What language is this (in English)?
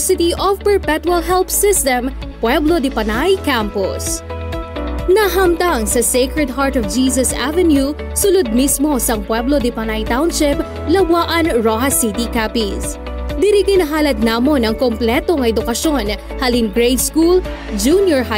Hiligaynon